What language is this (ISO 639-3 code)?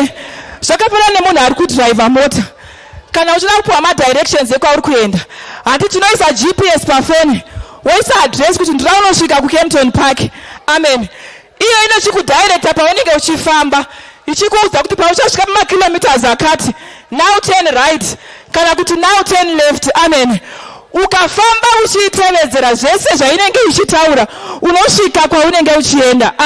sna